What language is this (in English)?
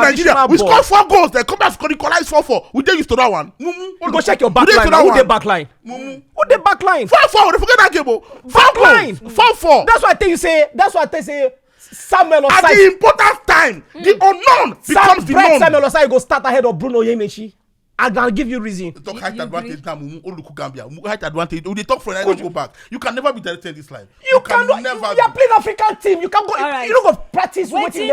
Nigerian Pidgin